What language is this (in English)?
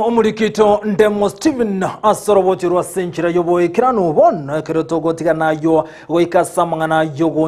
Gusii